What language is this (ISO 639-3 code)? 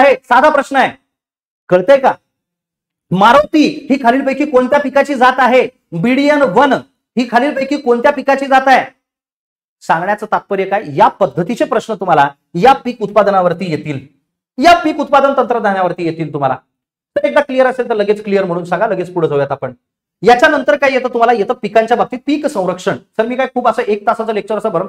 mar